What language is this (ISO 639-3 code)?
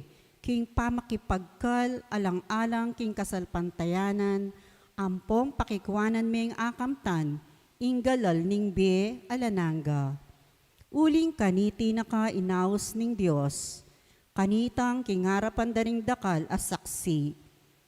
pam